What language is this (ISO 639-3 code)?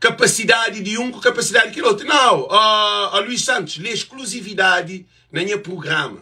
kea